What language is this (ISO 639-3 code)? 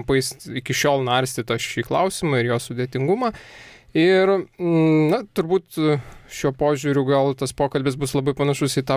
lit